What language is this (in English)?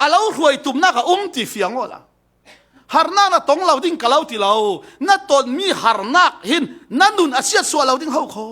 Falam Chin